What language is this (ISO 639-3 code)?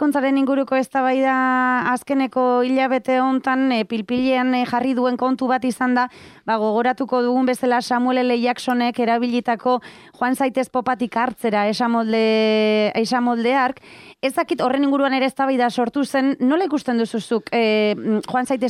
eus